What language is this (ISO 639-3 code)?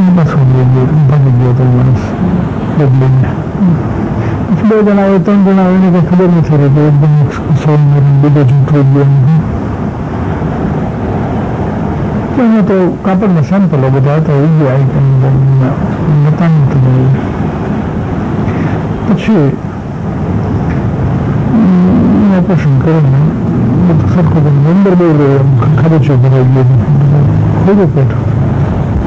guj